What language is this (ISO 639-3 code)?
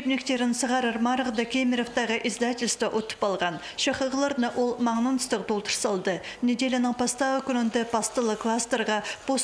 kjh